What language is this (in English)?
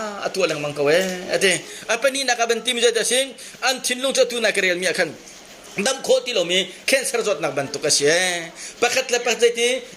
Hakha Chin